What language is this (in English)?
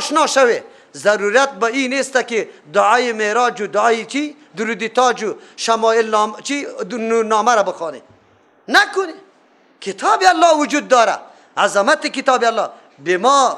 Persian